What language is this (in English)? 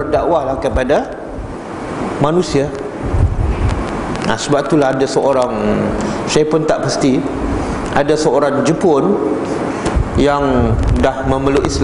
Malay